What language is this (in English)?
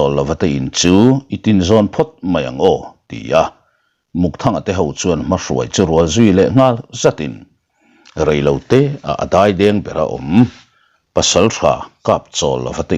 Mizo